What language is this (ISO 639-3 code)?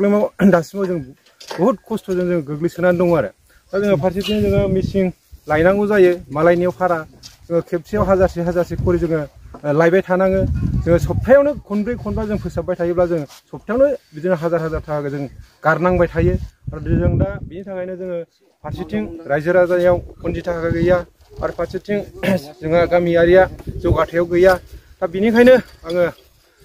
brx